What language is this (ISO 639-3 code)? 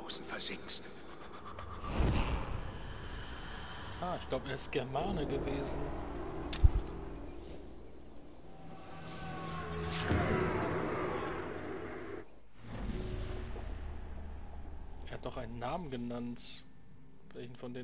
deu